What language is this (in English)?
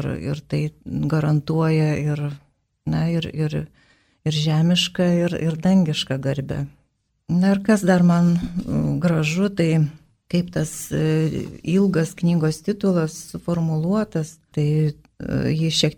Lithuanian